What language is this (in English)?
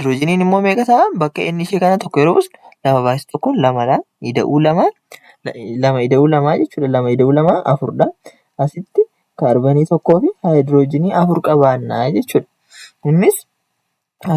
Oromo